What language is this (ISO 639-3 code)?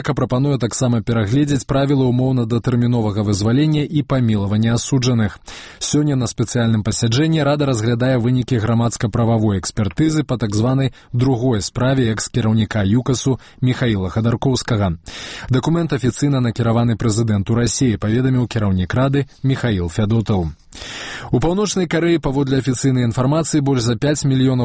bel